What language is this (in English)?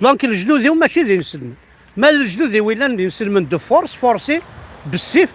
Kabyle